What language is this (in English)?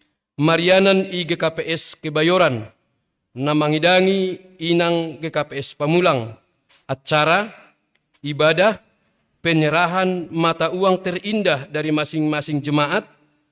Batak Simalungun